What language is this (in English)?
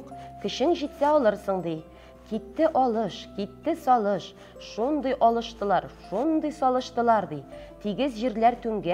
Tatar